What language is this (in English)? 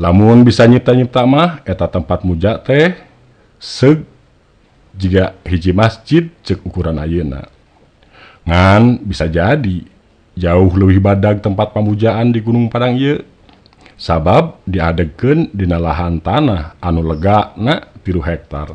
Sundanese